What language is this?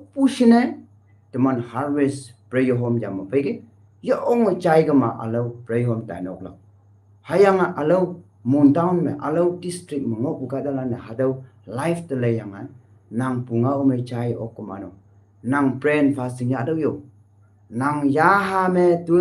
Konyak Naga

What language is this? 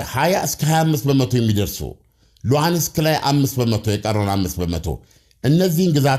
Amharic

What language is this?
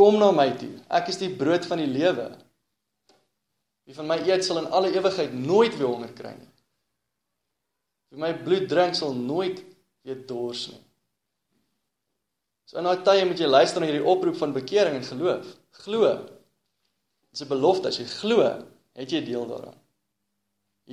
Afrikaans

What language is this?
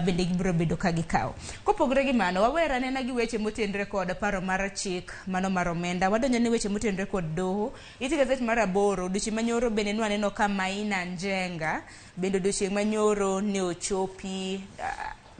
Luo (Kenya and Tanzania)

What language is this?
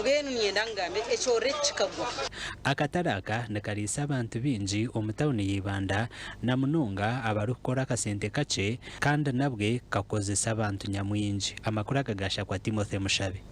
Nyankole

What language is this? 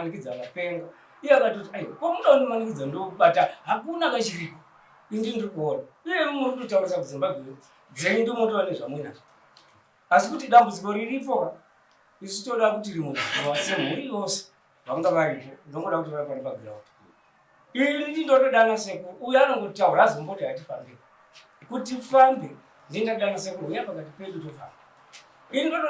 Shona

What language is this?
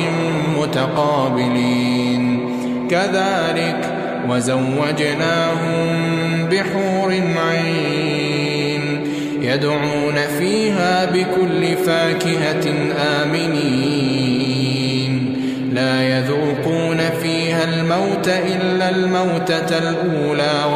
Arabic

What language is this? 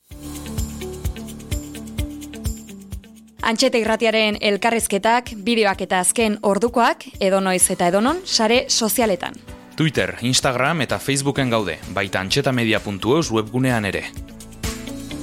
Basque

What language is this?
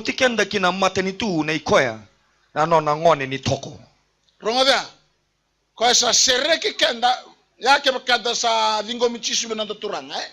Fijian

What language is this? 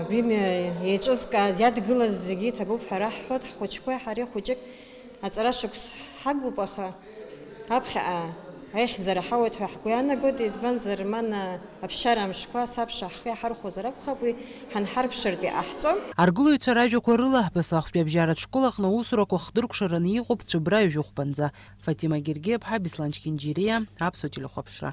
Abkhazian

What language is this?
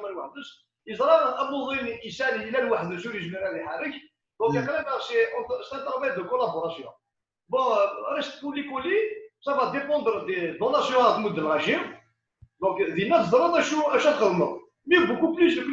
Kabyle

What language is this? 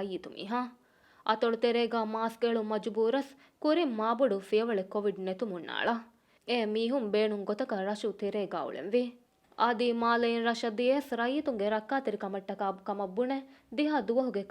Divehi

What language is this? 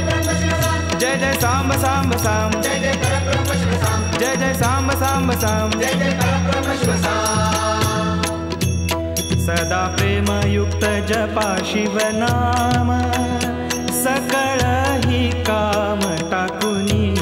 Marathi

